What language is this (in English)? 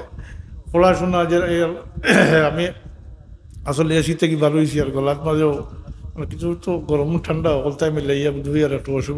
Sylheti